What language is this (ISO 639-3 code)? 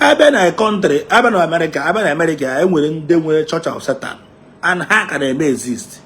ibo